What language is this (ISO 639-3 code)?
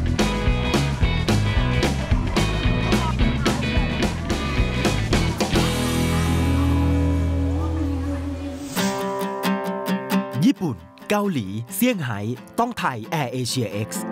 tha